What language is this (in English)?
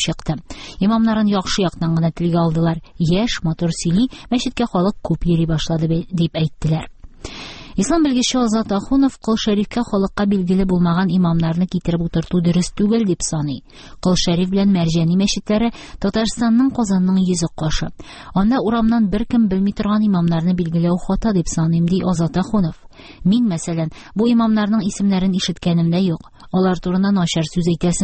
Tatar